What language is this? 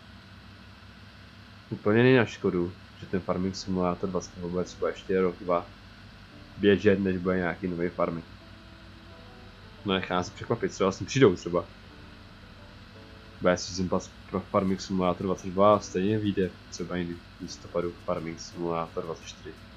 Czech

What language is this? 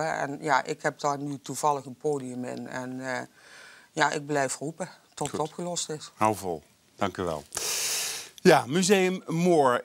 Dutch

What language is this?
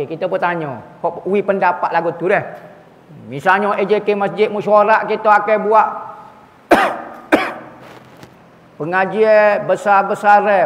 Malay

